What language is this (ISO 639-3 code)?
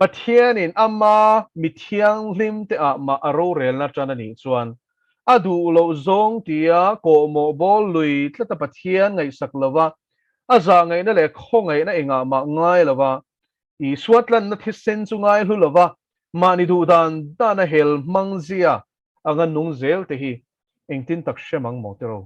lus